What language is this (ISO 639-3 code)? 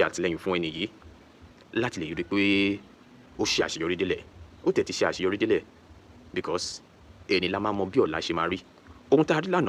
yor